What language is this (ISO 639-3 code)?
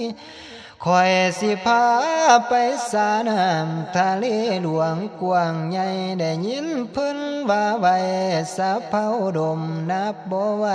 tts